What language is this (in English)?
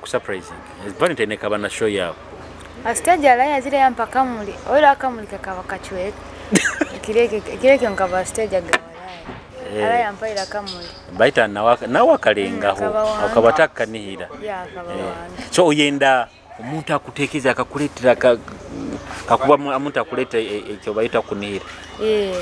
Nyoro